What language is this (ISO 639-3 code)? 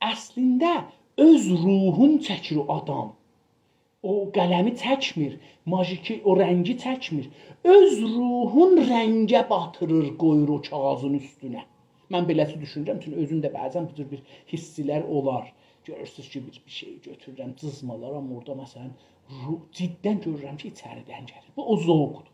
azb